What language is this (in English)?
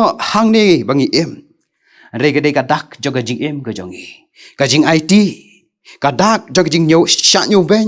Khasi